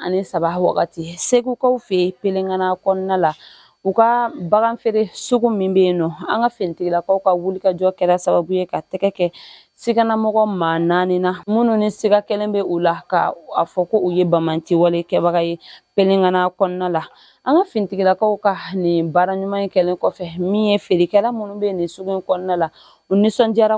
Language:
Bambara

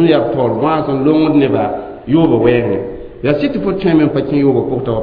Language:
Mossi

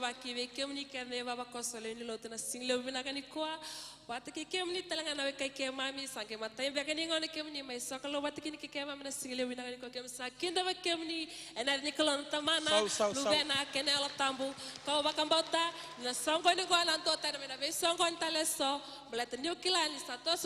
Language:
Fijian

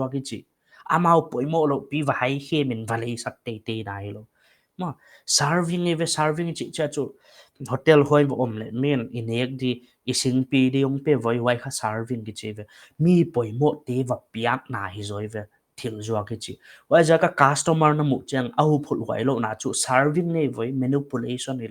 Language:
Paite Chin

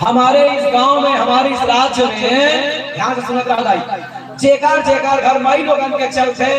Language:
Chhattisgarhi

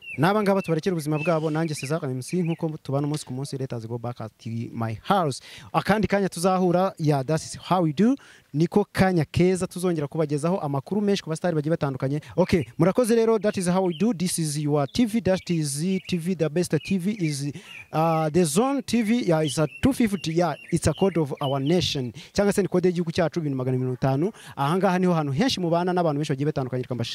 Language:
Kinyarwanda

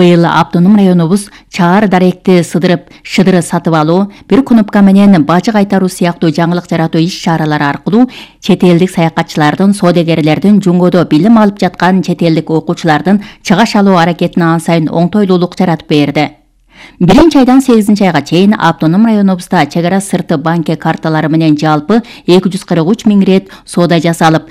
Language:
Kyrgyz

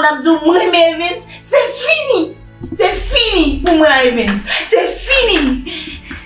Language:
Haitian Creole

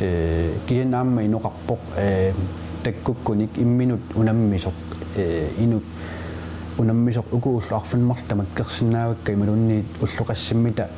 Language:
Kalaallisut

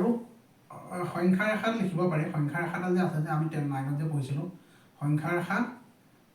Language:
Assamese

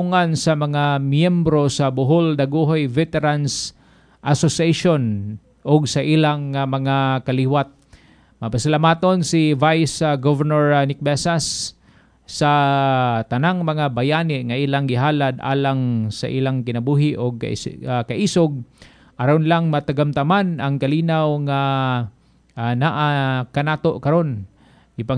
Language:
Cebuano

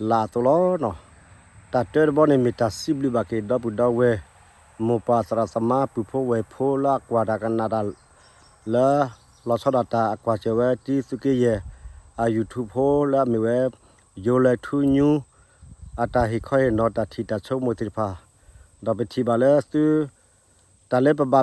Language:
S'gaw Karen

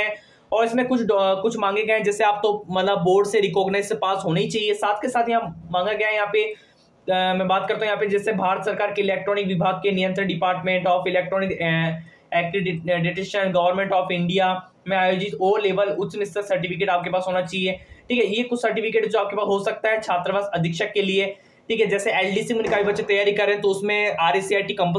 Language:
Hindi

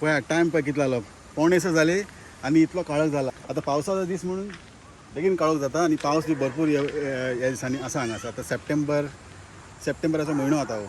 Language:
Konkani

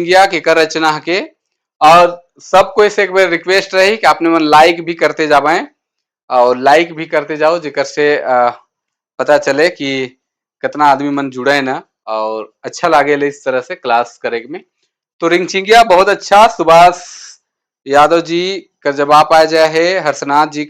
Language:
Sadri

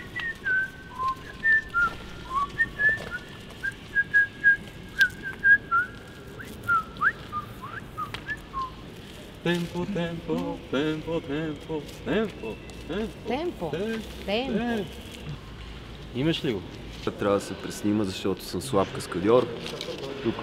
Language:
Bulgarian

